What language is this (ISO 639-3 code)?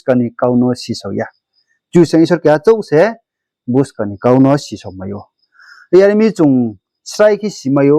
ria